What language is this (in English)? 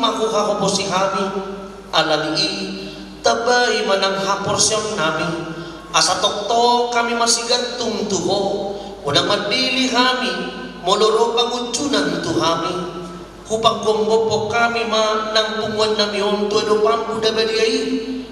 Batak Toba